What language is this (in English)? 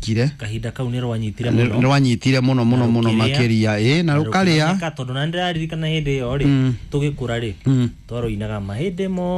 Kikuyu